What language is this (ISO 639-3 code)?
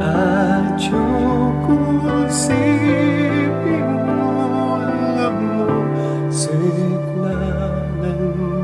pam